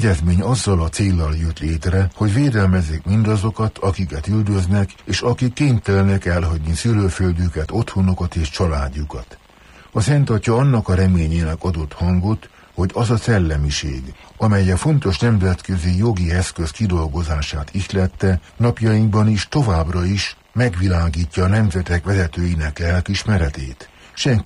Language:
Hungarian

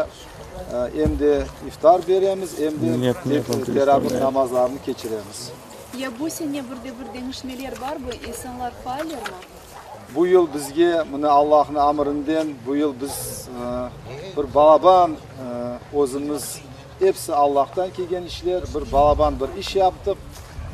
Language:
Crimean Tatar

